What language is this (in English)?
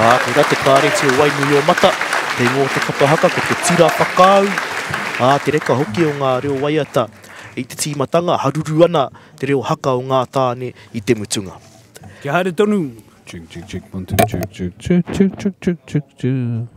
Māori